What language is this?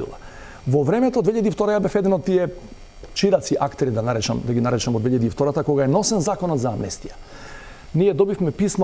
Macedonian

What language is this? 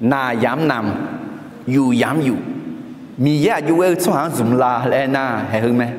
Akha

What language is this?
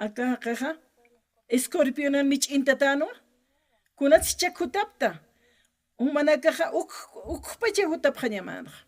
Aymara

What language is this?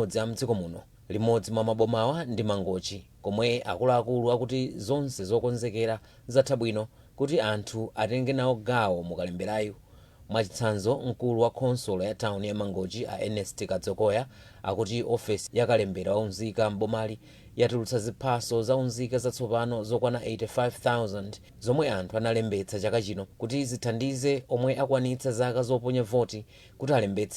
Nyanja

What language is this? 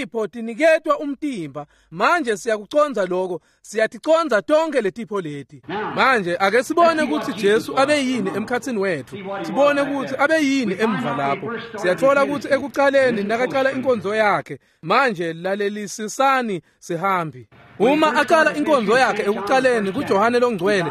Swati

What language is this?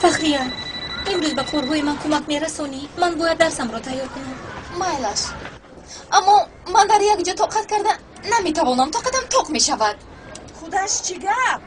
Tajik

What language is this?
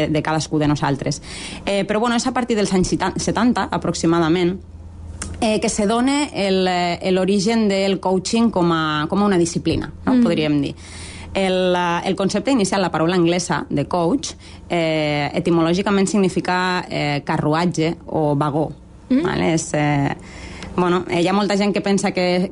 Catalan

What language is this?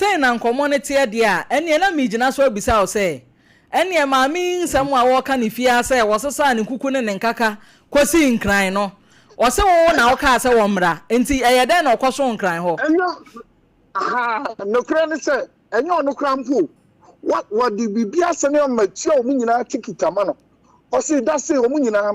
Akan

